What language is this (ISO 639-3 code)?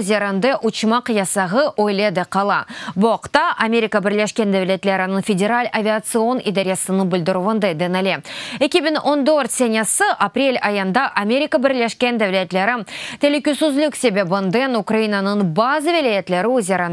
crh